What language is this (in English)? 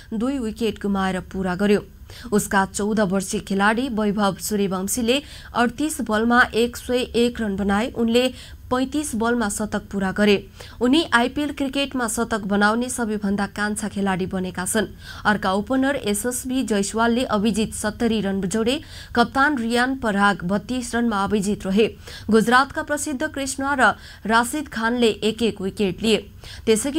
Nepali